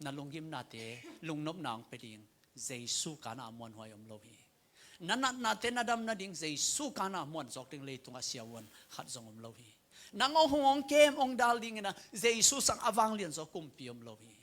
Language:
Tedim Chin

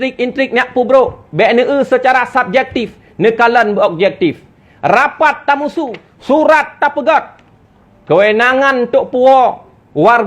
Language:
Achinese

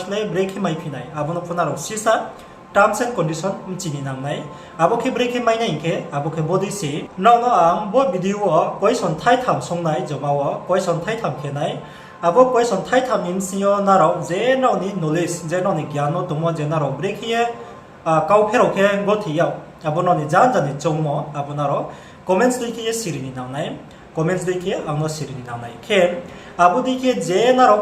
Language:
Riang (India)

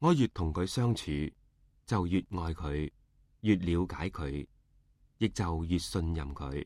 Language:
Cantonese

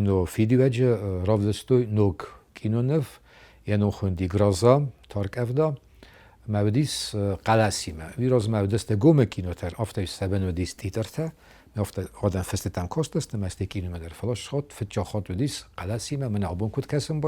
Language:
Ossetic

